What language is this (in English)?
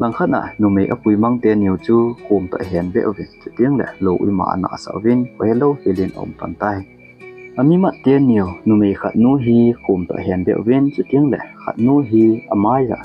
Thado Chin